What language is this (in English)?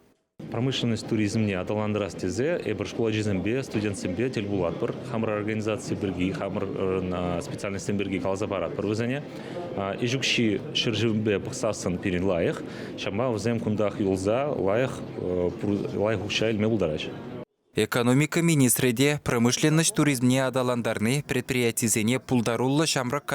Chuvash